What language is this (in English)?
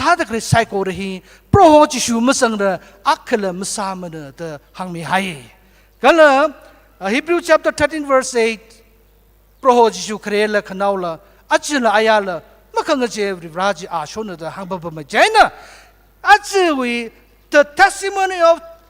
Tangkhul Naga (India)